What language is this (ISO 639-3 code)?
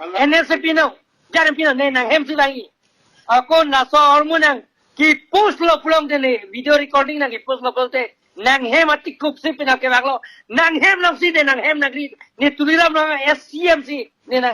mjw